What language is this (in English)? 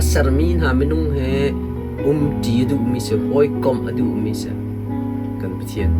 Hakha Chin